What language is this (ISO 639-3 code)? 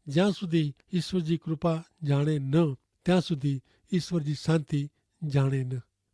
kfr